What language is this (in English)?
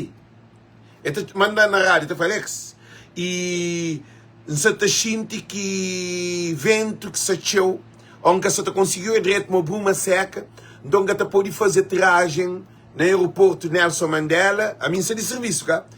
Kabuverdianu